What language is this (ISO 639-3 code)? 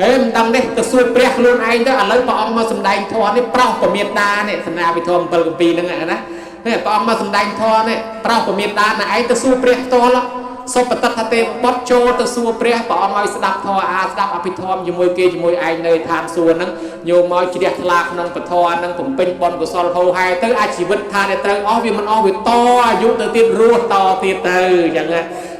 khm